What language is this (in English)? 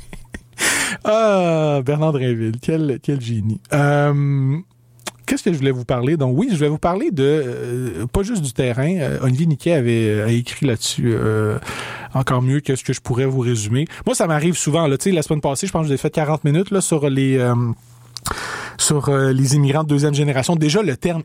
French